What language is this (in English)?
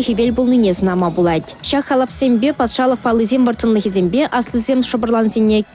Chuvash